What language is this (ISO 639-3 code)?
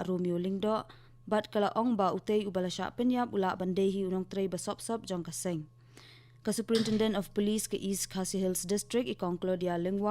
kha